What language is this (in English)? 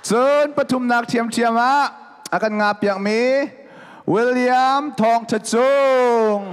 Hakha Chin